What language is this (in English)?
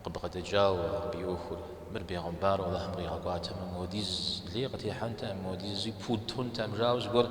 Kabardian